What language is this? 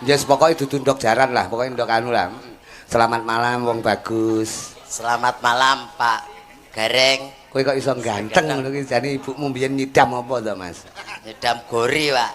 Javanese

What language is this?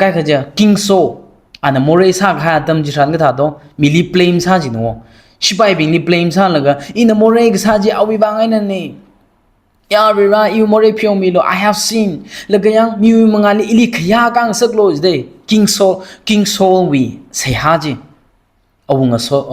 Tangkhul Naga (India)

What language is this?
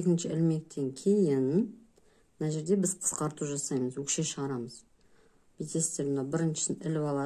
Kazakh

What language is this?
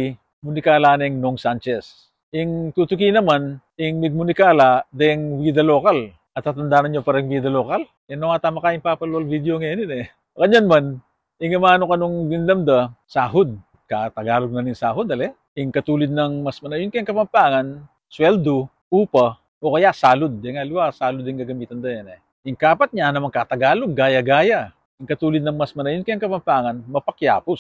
Pampanga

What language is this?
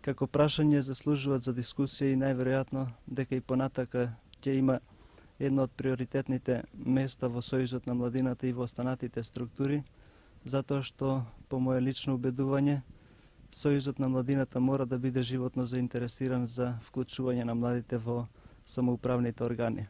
Macedonian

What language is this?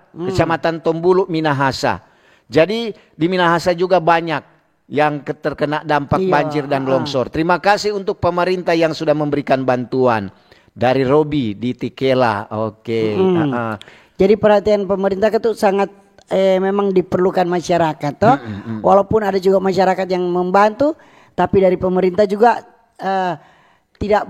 Manado Malay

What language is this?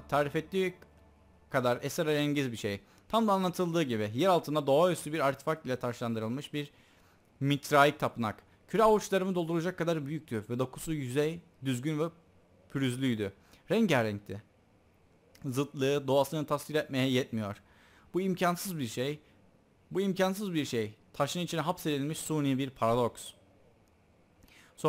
Turkish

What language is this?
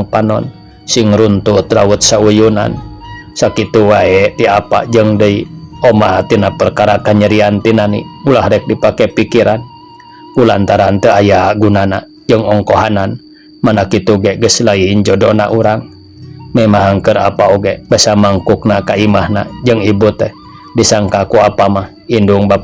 Sundanese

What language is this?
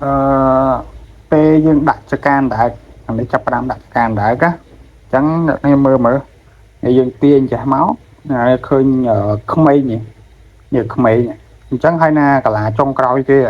Khmer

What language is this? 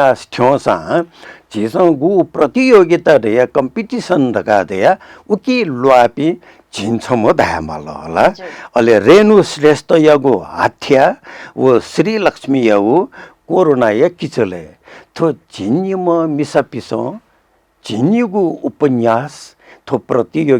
Newari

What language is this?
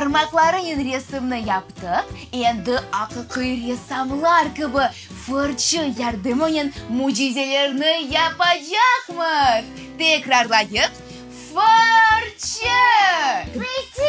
Crimean Tatar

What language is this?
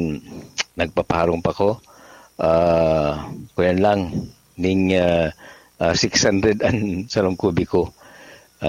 Bikol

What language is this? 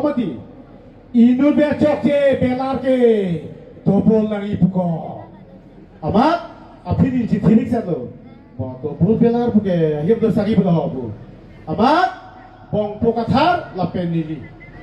Karbi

